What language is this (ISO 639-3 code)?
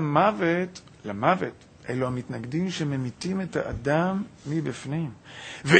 heb